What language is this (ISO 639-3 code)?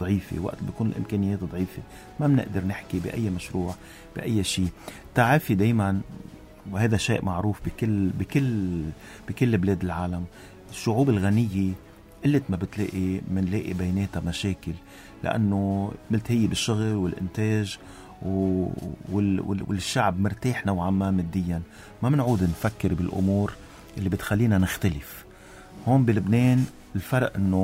apc